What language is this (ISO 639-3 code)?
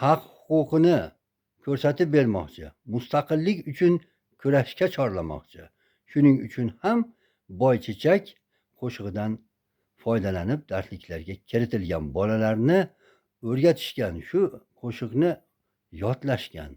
uzb